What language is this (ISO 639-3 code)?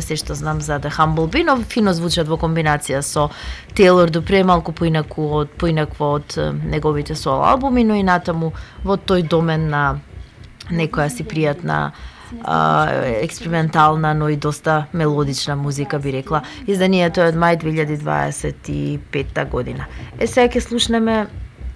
mkd